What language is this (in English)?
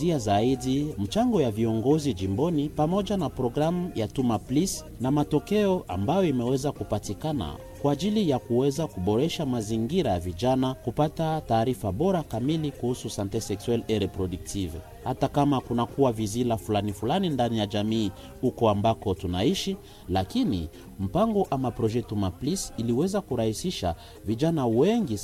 Swahili